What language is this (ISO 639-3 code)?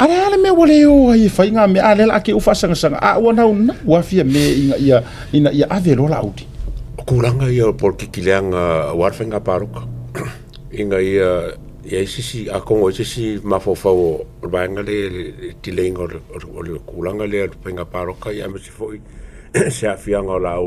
smo